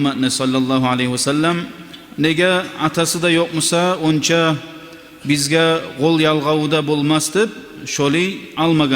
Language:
Kumyk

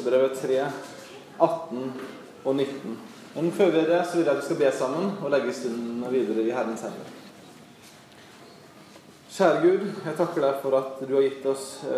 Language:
Norwegian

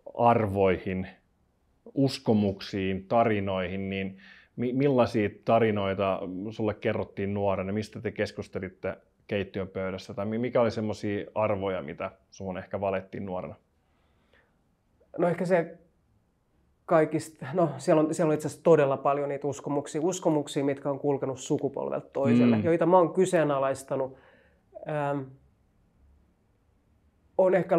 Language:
Finnish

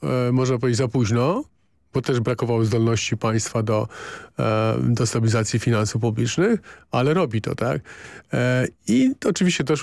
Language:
Polish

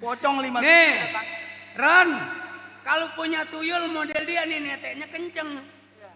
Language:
Betawi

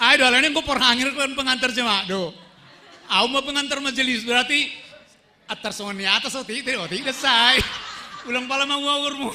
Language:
Batak Simalungun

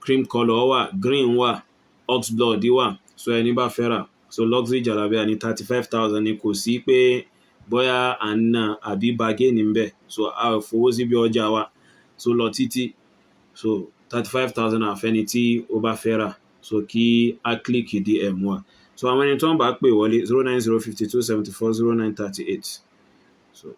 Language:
Yoruba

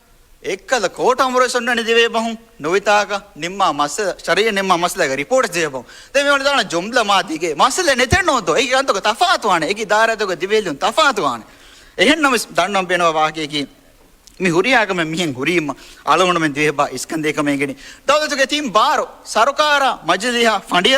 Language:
Divehi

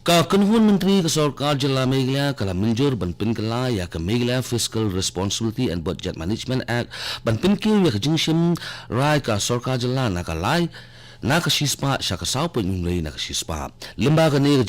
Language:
Khasi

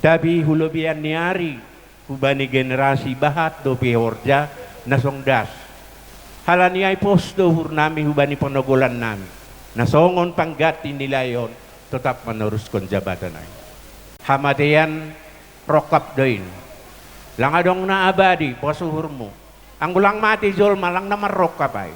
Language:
Batak Simalungun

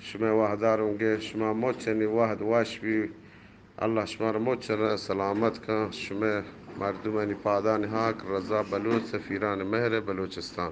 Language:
Eastern Balochi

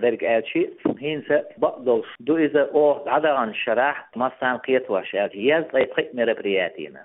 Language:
Chechen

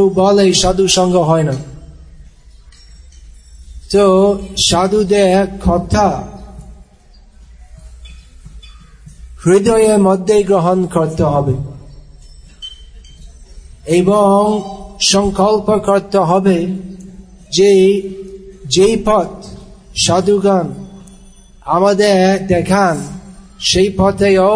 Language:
Bangla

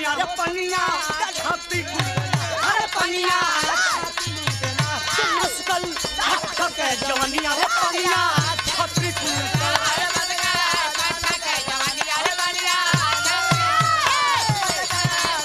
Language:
Bhojpuri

